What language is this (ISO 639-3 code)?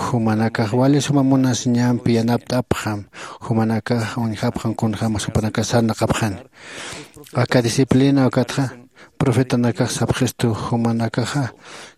aym